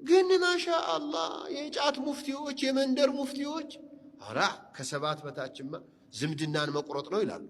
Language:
Amharic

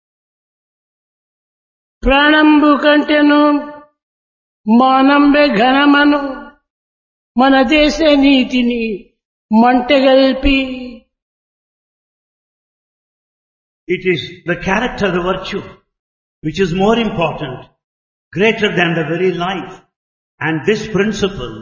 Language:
Telugu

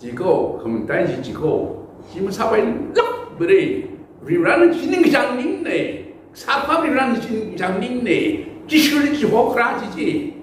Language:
Tangkhul Naga (India)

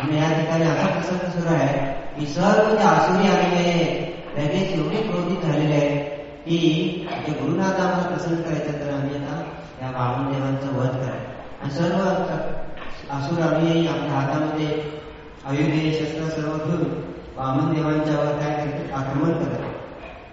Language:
Marathi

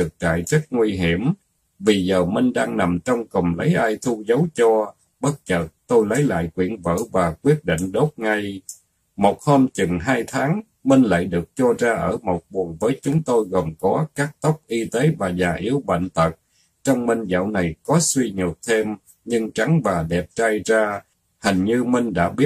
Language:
Vietnamese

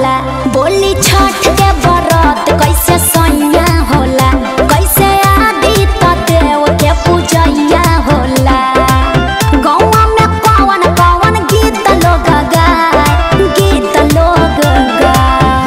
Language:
Bhojpuri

